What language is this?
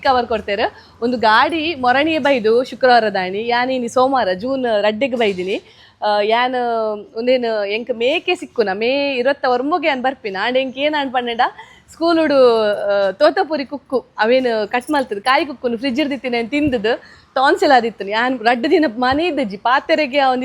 Tulu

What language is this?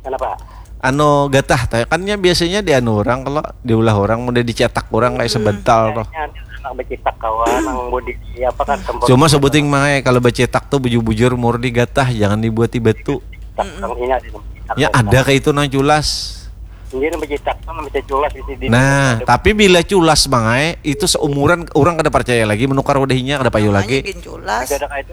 Banjar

